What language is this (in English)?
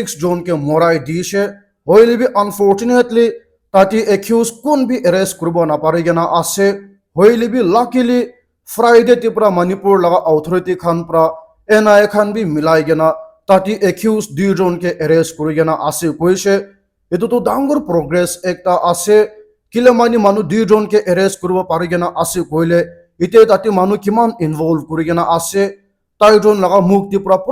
Naga Pidgin